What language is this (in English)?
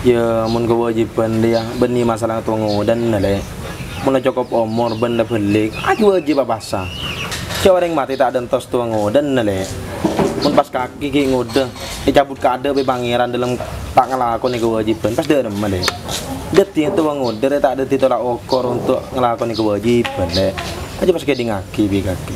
Madurese